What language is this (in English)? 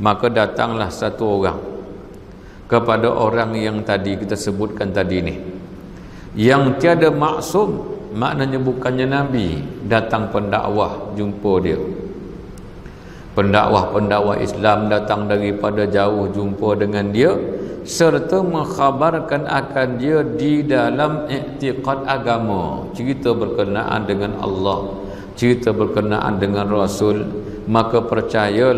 Malay